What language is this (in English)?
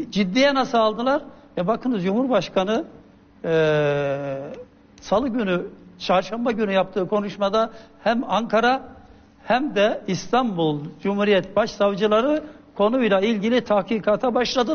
Turkish